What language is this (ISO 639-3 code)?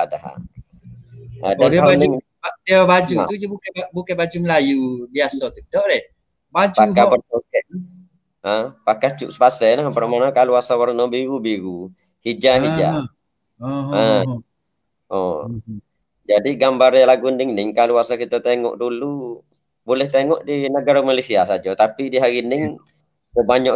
msa